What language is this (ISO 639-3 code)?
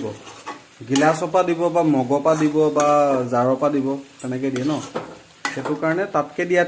asm